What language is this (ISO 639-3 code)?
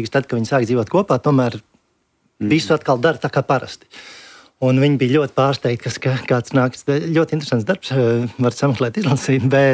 lav